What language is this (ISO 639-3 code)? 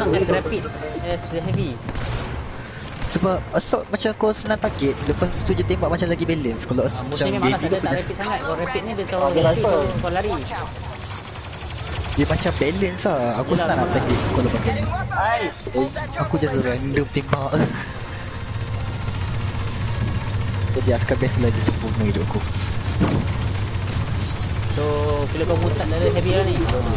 msa